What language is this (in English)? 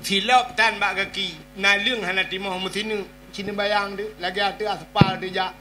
Achinese